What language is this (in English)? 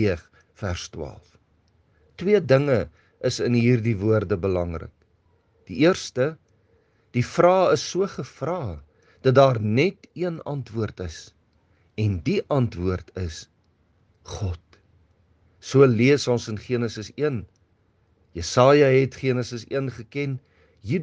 Afrikaans